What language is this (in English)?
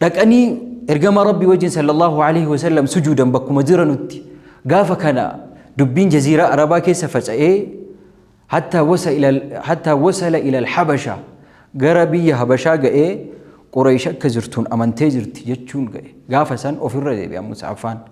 Oromo